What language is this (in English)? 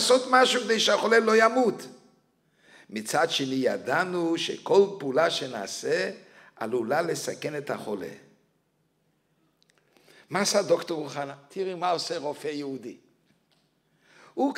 Hebrew